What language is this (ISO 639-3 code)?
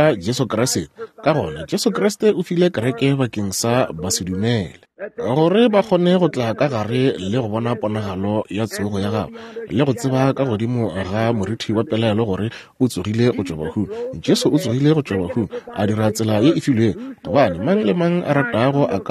nso